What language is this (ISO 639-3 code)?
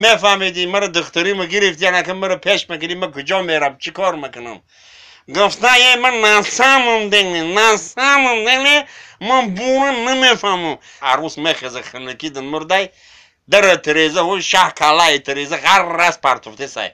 tgk